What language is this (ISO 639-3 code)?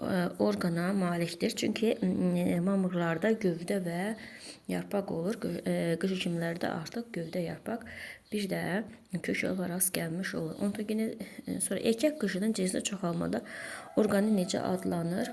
aze